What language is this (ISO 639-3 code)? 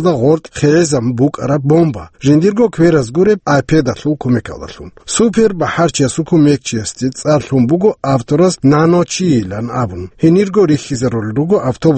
ava